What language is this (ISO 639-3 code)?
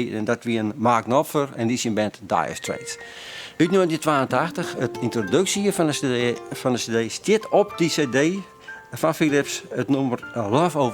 fry